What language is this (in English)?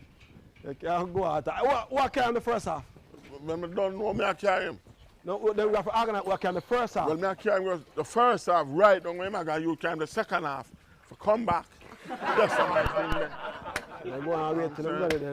Jamaican Creole English